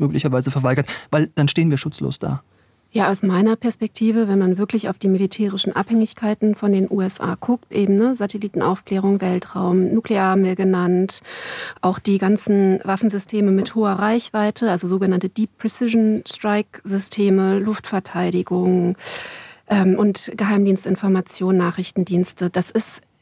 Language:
German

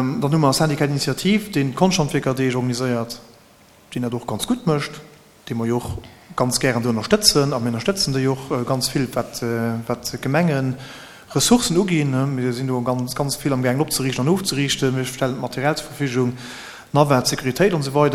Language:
Luxembourgish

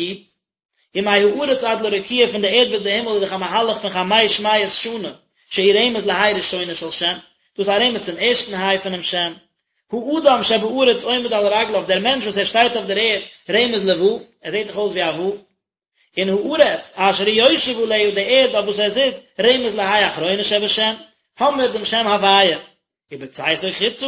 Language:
Yiddish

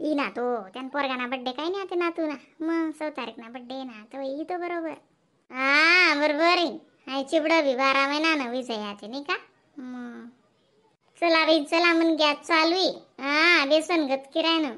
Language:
Khandesi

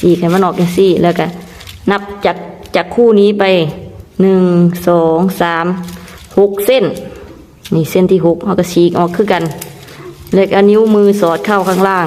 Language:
Lao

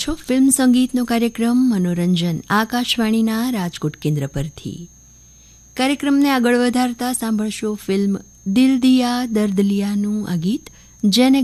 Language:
Gujarati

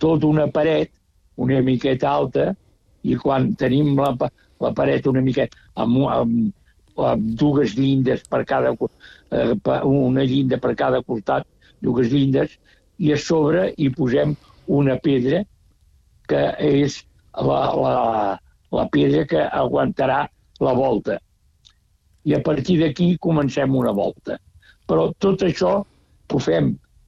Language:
Catalan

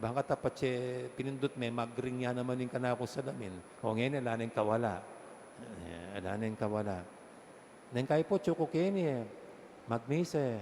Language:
Pampanga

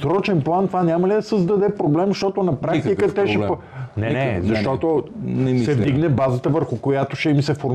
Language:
Bulgarian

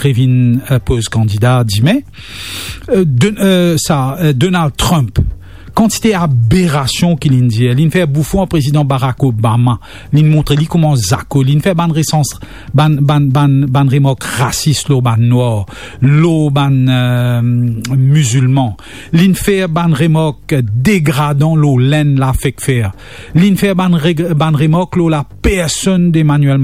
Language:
Morisyen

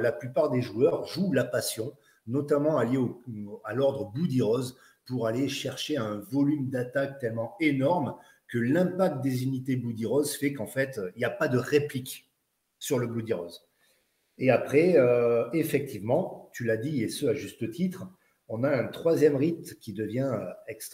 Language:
French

